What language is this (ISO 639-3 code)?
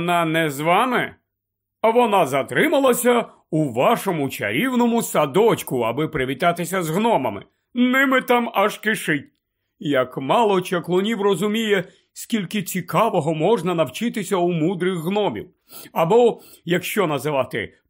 ukr